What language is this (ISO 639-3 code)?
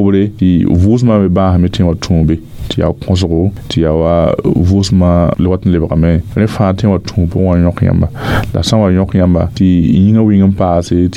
mos